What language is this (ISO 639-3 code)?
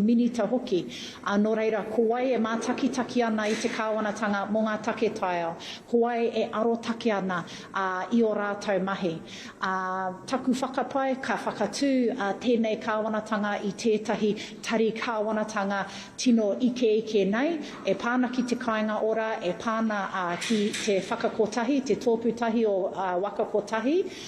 mri